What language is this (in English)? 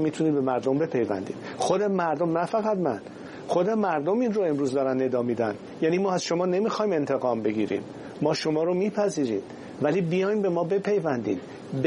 Persian